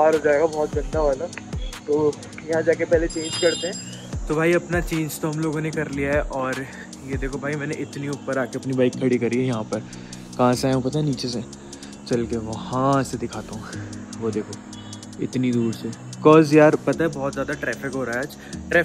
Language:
Hindi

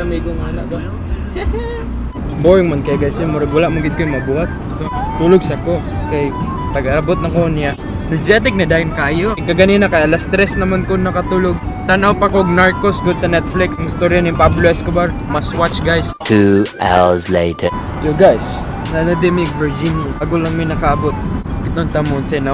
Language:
Cebuano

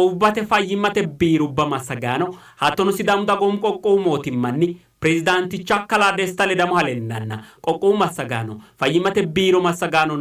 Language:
Sidamo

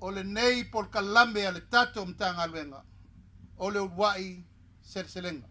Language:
Samoan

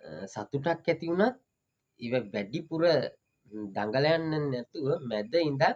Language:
Sinhala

